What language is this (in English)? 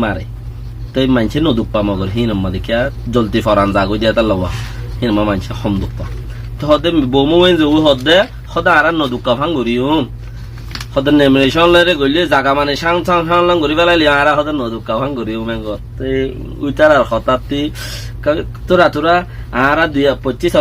Rohingya